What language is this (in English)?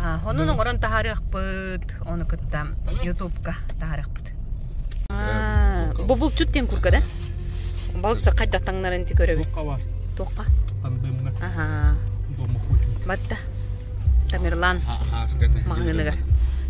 Yakut